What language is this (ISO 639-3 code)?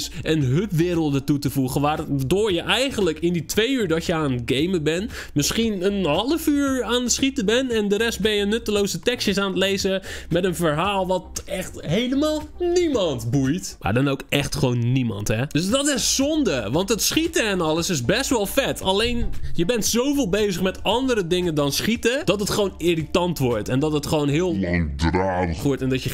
nld